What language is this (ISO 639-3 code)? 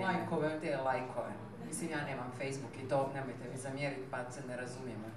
hrv